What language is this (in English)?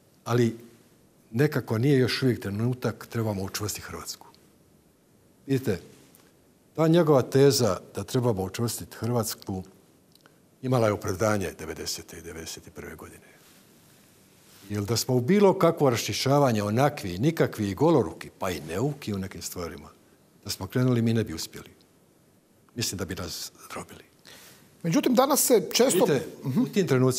Croatian